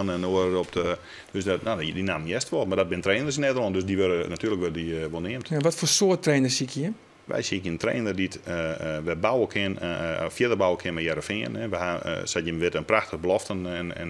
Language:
Western Frisian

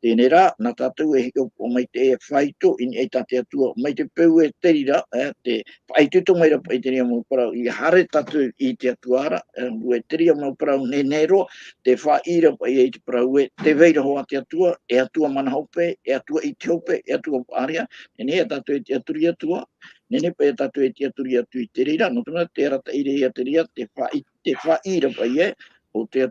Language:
Tahitian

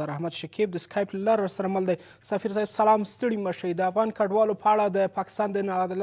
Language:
Pashto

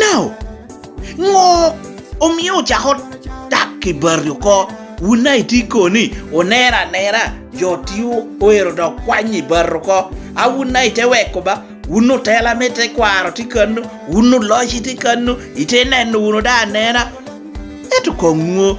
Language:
Lango (Uganda)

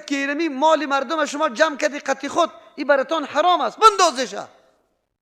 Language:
Persian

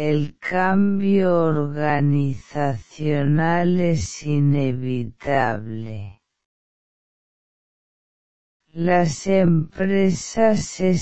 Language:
Spanish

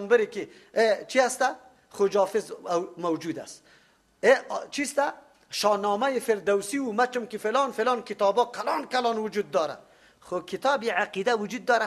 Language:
Persian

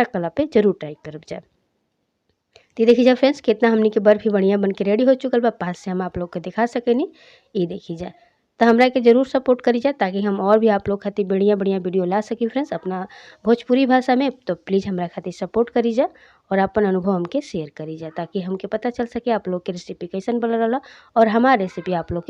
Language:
Bhojpuri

